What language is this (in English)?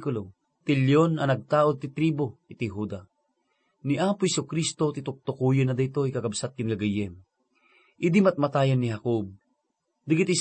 Iloko